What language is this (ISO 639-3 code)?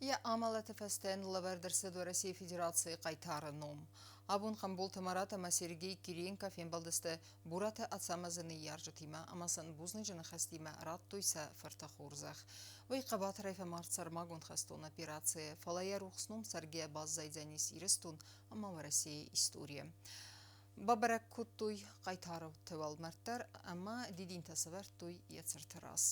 oss